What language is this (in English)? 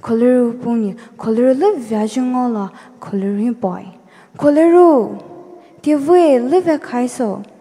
Poumei Naga